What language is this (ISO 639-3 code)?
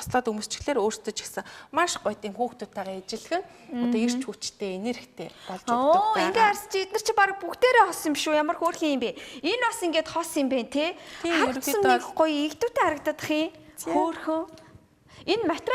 mon